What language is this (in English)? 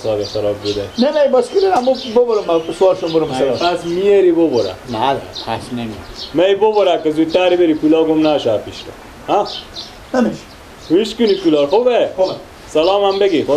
Persian